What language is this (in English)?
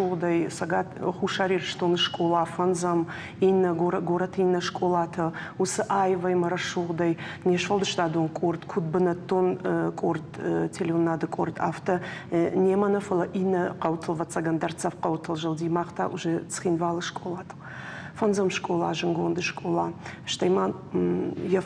Ossetic